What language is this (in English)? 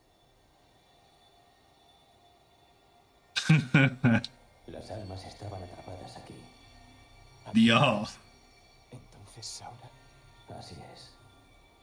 Spanish